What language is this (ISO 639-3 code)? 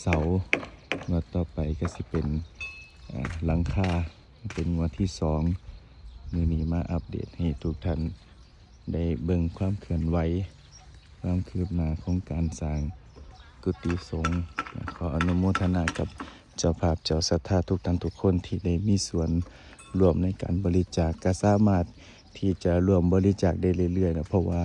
lao